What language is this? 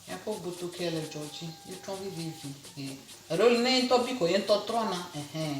Ewe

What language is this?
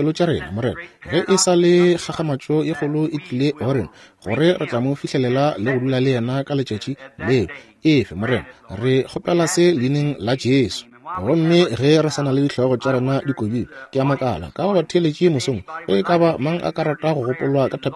Northern Sotho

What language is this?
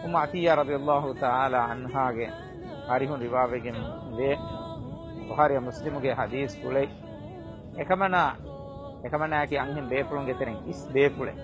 Divehi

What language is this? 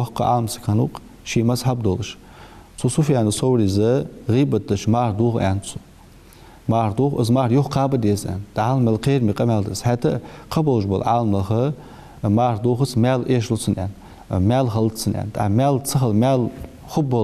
Ingush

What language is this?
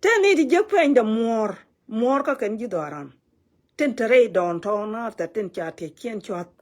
Nuer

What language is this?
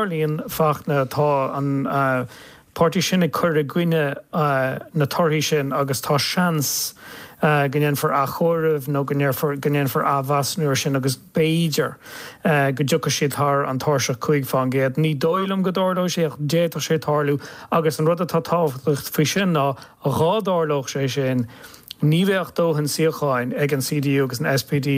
Irish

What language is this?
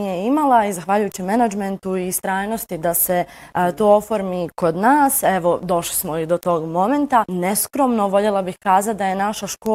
Bosnian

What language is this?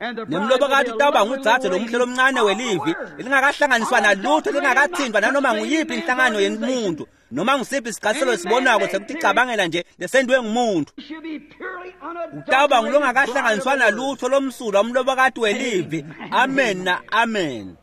Swati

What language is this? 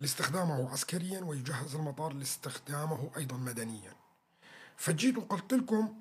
North Levantine Arabic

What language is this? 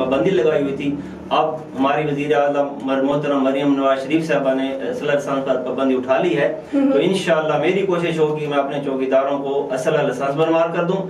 Urdu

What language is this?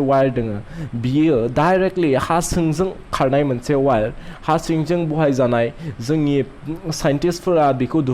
Bodo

